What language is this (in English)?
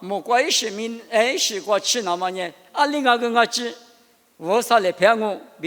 Lisu